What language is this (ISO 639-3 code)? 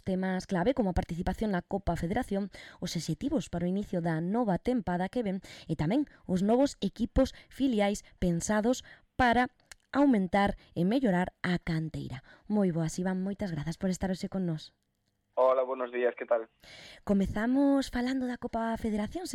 glg